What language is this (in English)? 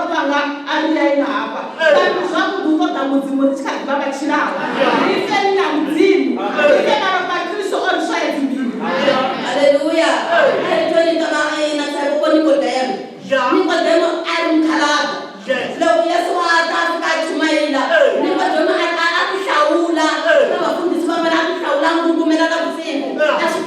Venda